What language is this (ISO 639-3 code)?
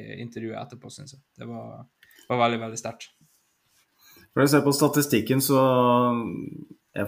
nor